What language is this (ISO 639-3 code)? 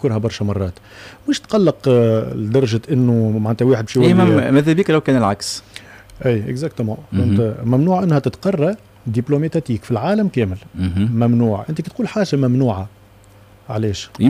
aeb